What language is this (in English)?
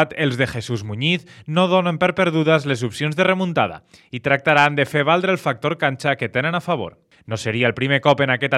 Catalan